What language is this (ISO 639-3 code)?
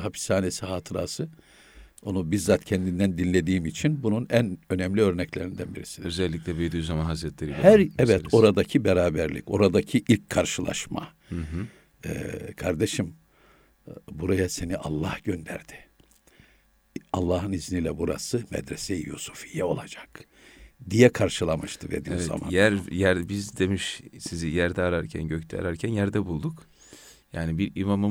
tur